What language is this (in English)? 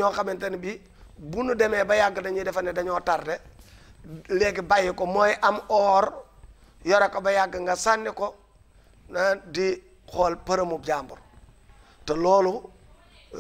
Wolof